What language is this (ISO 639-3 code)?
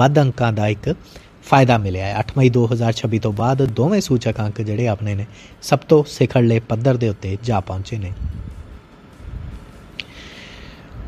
pan